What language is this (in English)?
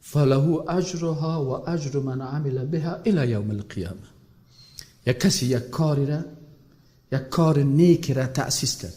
Persian